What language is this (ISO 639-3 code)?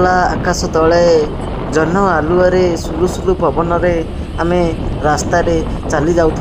ori